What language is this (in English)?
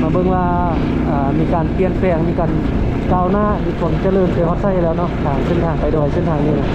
Lao